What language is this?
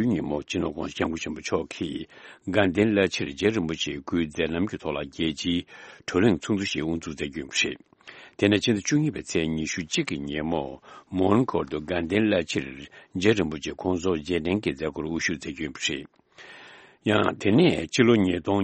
Tibetan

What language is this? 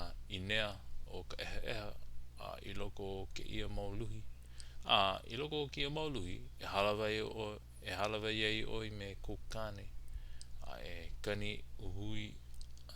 Hawaiian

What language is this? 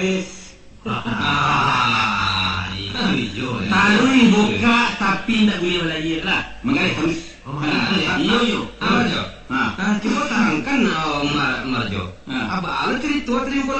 Minangkabau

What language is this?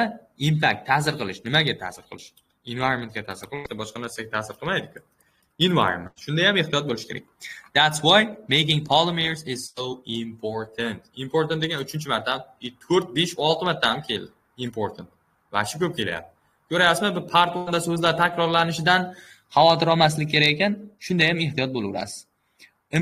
Uzbek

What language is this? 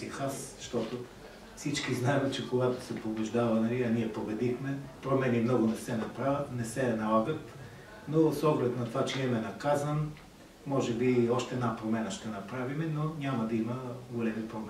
Bulgarian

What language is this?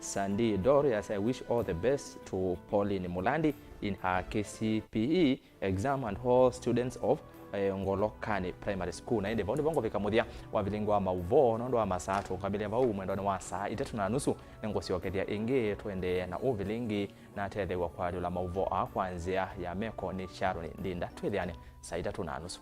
Kamba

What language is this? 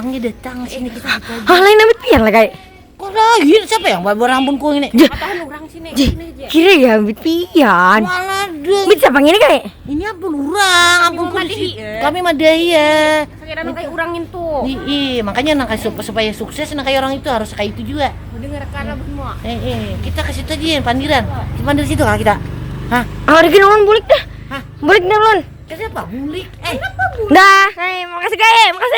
Banjar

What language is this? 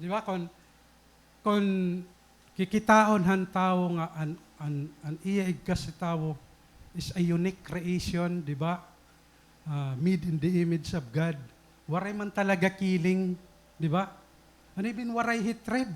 Waray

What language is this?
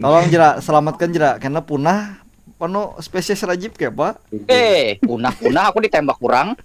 Banjar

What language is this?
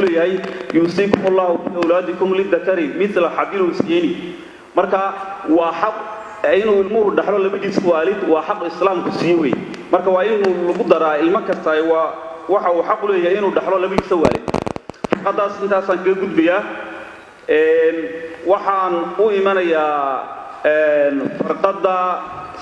Somali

